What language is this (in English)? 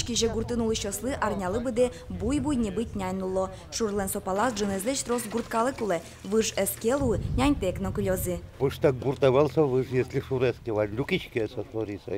Udmurt